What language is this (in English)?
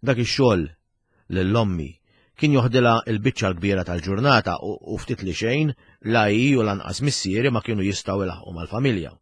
Maltese